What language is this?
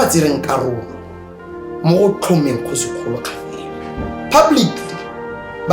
Tswana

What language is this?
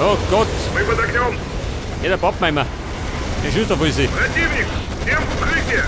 Bavarian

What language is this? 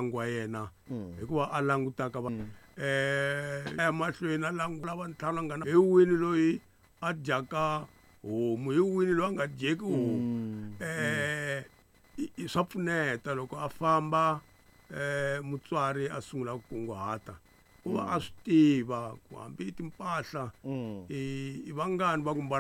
Tsonga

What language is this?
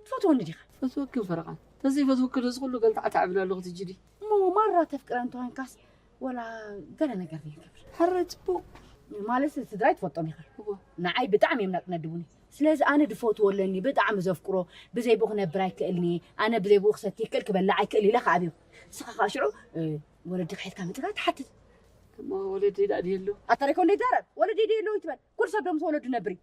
Tigrinya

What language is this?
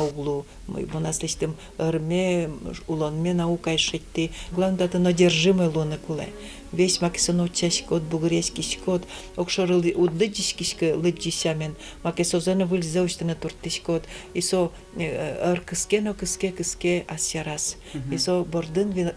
Udmurt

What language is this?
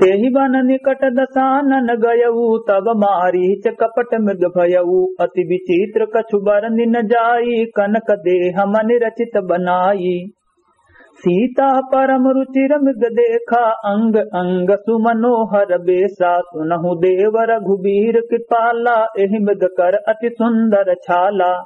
Awadhi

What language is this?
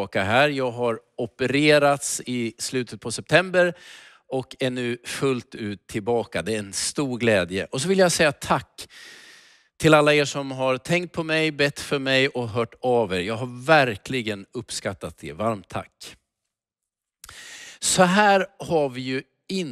Swedish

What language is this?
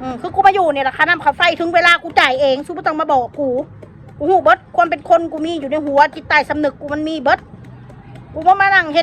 Northeastern Thai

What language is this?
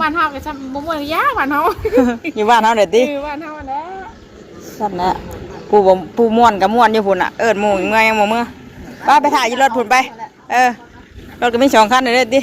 Northeastern Thai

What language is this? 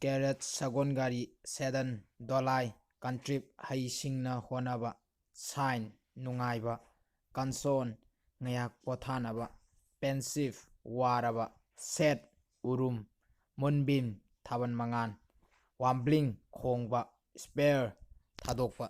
Manipuri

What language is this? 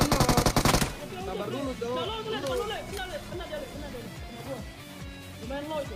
Indonesian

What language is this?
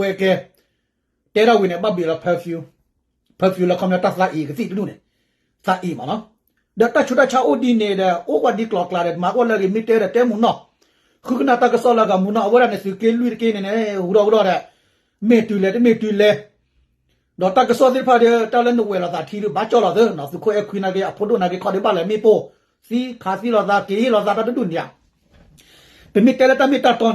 S'gaw Karen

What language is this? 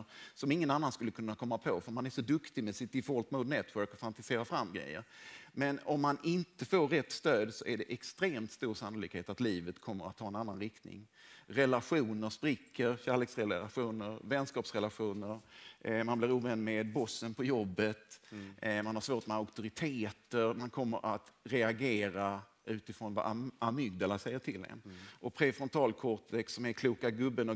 Swedish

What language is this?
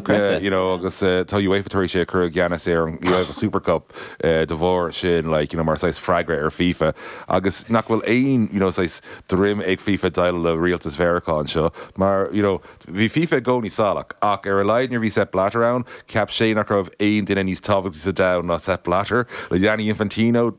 Irish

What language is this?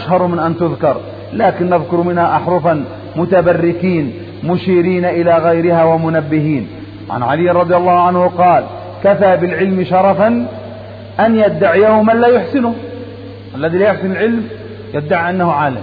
Arabic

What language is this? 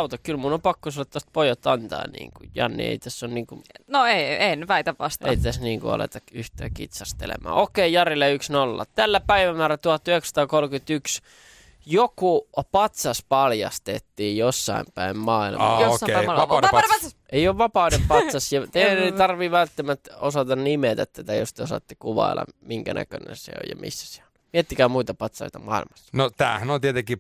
Finnish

